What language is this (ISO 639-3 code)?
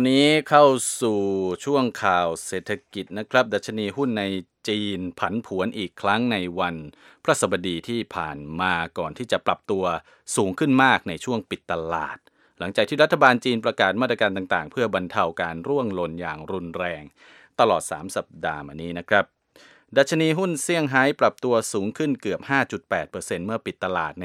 tha